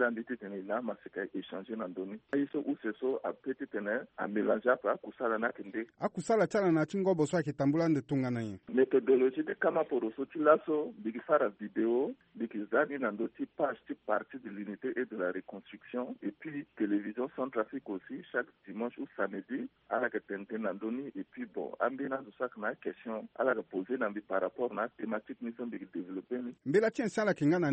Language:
Sango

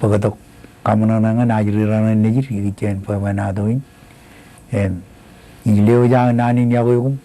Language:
Marshallese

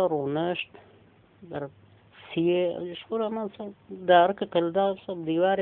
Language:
Kurdish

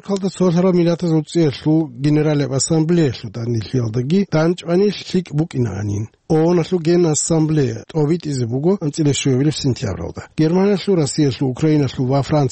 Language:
Avaric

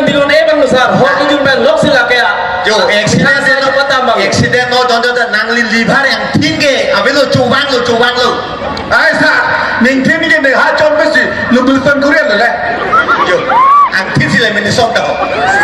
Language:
Karbi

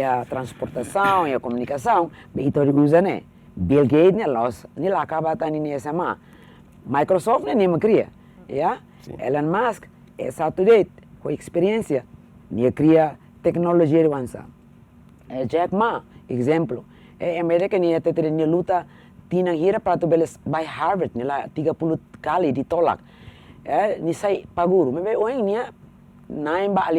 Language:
Tetum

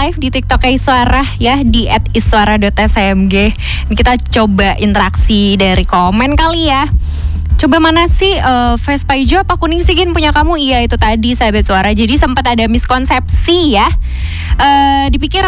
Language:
Indonesian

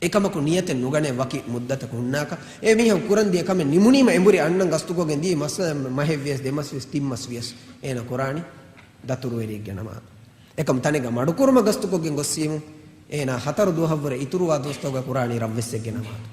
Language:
Divehi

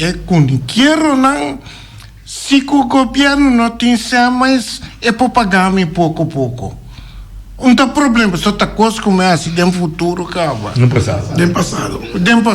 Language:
Papiamento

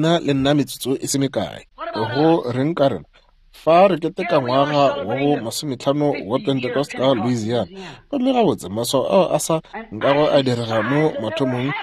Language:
Northern Sotho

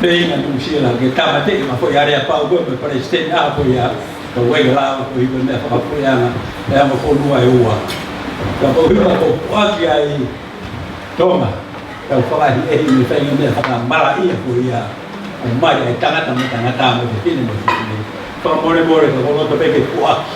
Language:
Tongan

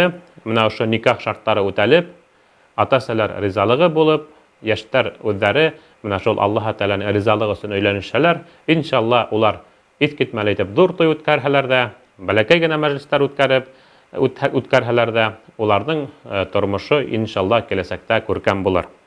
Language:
Bashkir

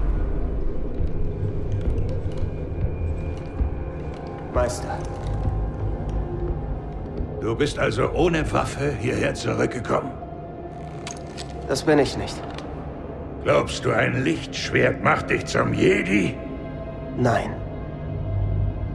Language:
German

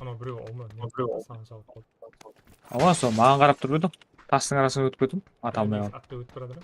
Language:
Kara-Kalpak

